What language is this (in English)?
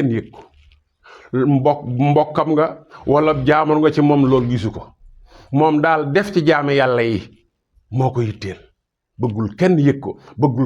Wolof